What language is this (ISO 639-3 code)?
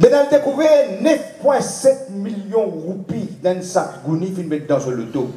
mfe